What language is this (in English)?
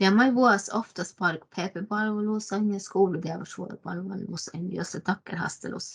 Northern Sami